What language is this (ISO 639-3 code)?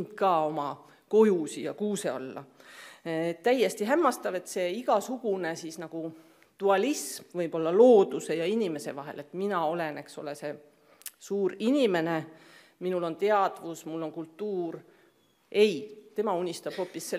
est